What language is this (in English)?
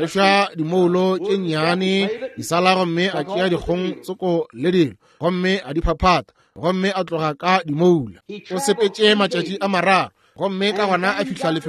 Northern Sotho